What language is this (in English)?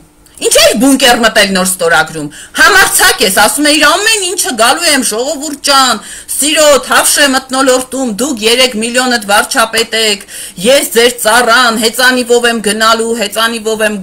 Armenian